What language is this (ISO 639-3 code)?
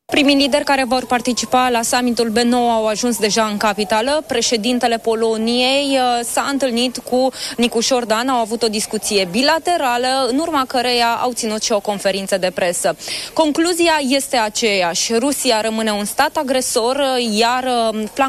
ron